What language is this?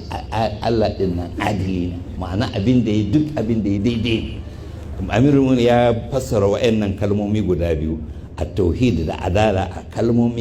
Hausa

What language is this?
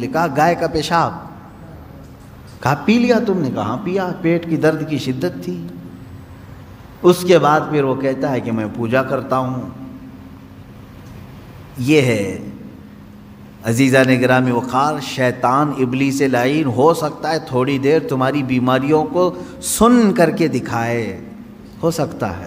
Urdu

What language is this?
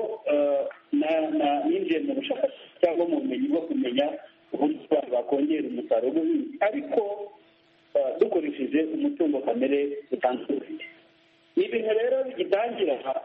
Kinyarwanda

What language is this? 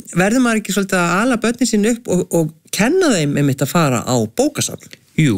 Icelandic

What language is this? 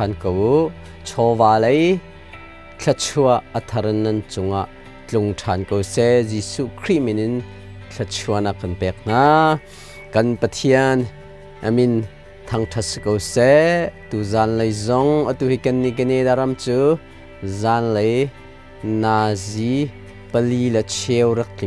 Hakha Chin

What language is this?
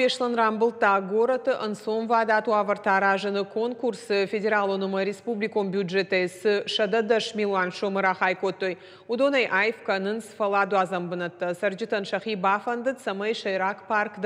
Ossetic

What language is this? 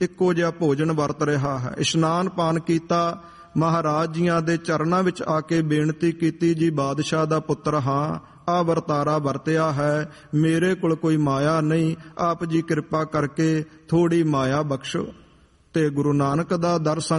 Punjabi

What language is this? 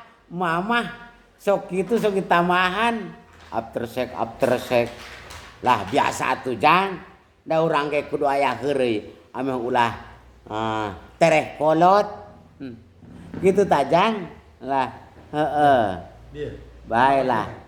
Sundanese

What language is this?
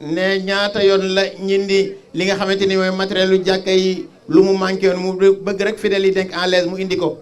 Wolof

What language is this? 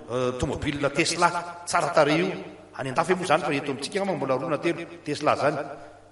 Malagasy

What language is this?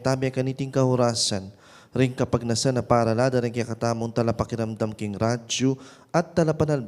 Pampanga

